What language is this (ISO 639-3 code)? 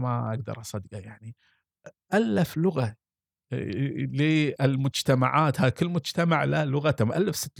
afb